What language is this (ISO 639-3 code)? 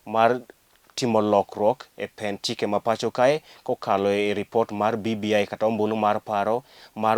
luo